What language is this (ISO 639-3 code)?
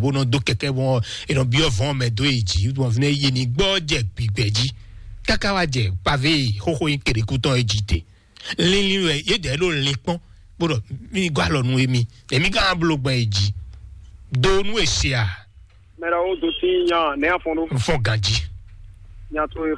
fon